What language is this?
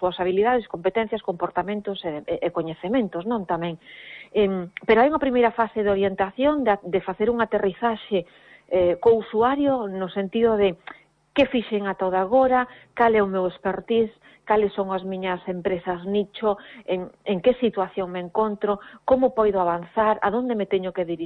Galician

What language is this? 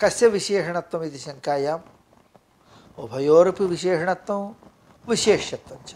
Sanskrit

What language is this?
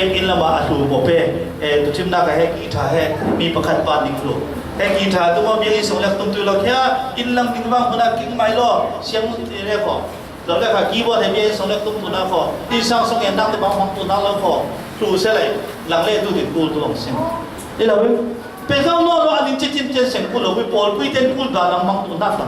Falam Chin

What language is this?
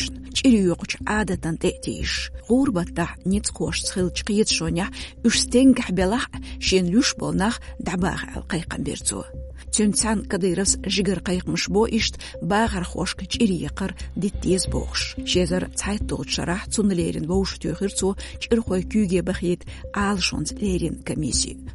Chechen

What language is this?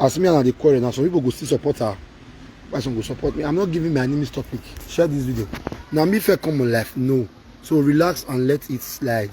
Nigerian Pidgin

